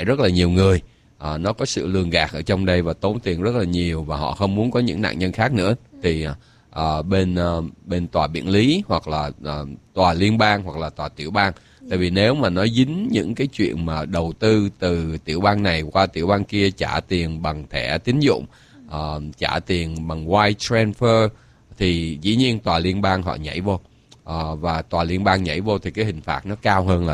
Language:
Vietnamese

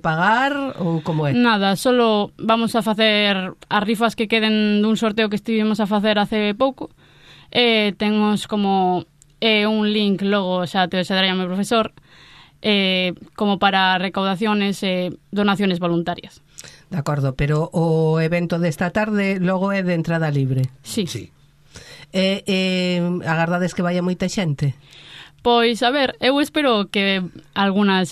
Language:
Galician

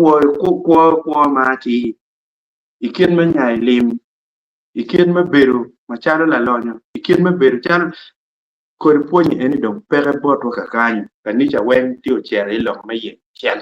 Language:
Acoli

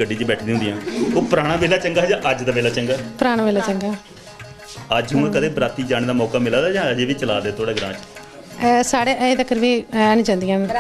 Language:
Dogri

